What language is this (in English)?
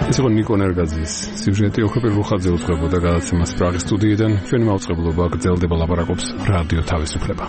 Georgian